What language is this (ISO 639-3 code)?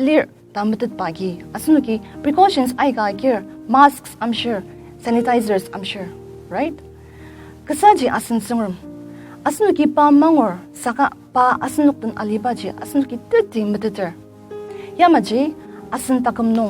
njo